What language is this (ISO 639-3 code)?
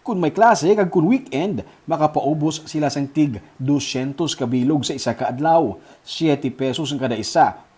hil